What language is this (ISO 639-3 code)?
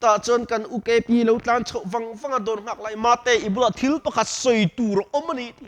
lus